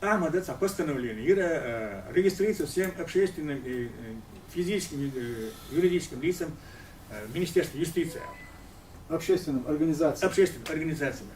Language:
Chechen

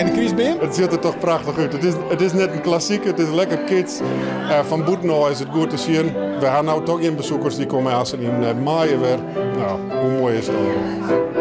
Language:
Western Frisian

